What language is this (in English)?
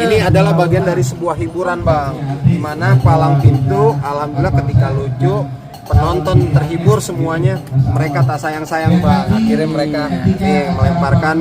Betawi